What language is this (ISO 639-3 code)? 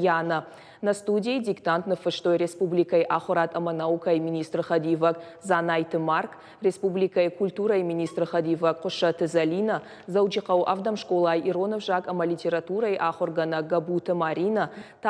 oss